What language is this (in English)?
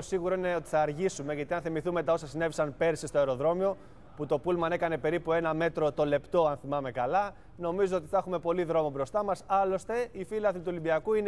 Greek